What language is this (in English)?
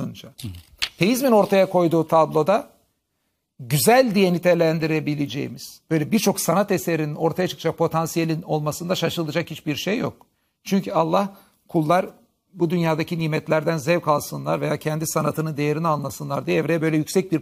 Turkish